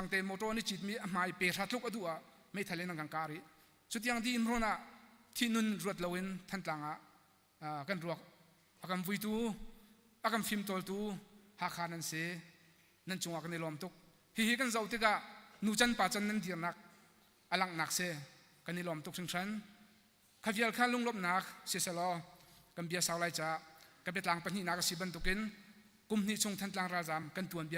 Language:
Hakha Chin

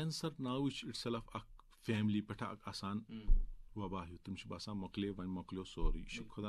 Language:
Kashmiri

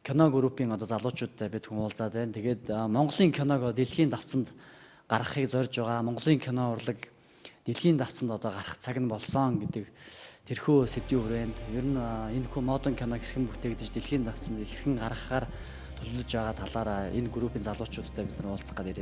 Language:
Mongolian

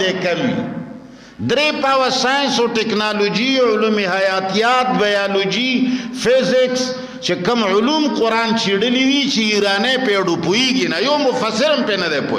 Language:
Pashto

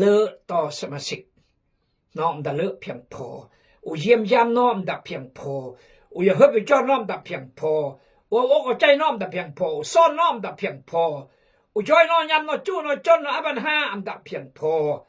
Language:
Khmu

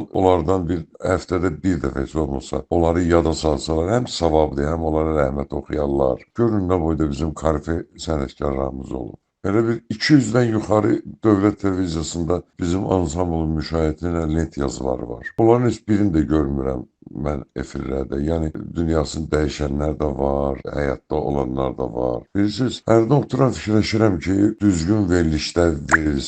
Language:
Azerbaijani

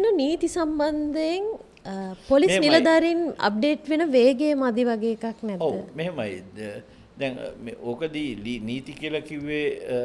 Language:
Sinhala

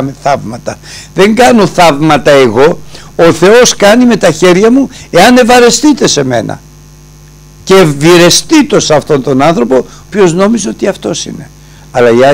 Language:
Greek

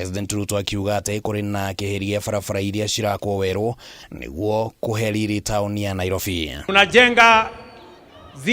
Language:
Kikuyu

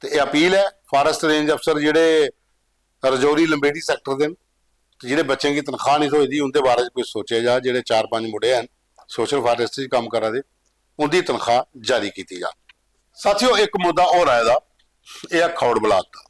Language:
Dogri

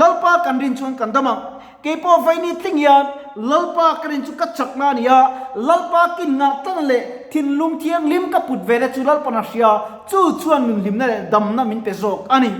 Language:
Mizo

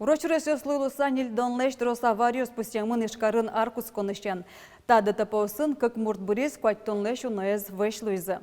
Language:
Udmurt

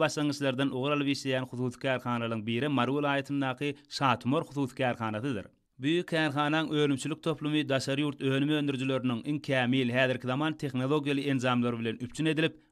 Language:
Turkmen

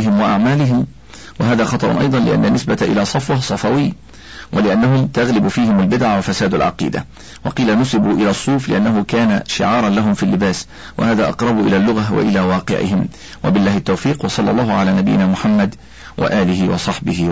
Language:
Arabic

